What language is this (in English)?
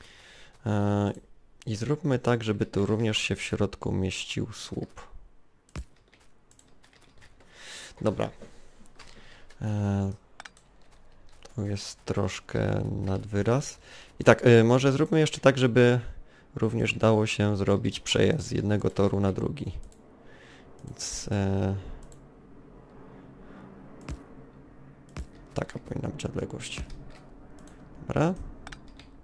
Polish